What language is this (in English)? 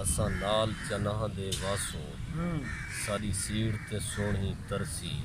Saraiki